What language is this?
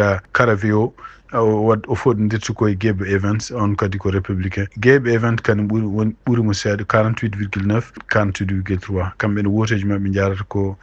Fula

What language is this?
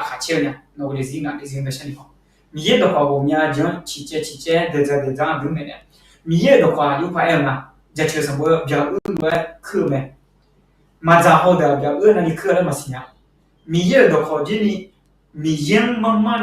Akha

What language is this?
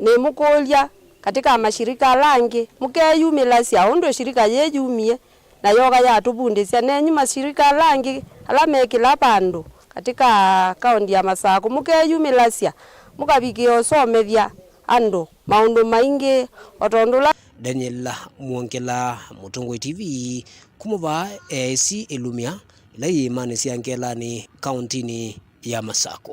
Kamba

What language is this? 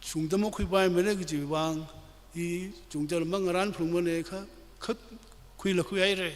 Tangkhul Naga (India)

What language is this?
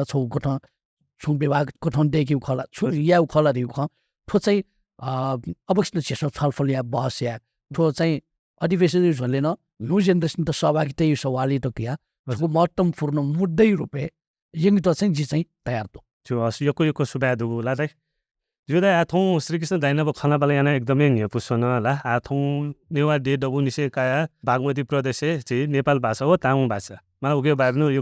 Newari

